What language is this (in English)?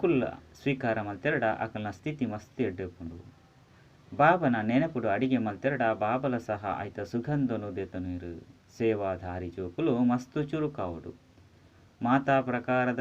Tulu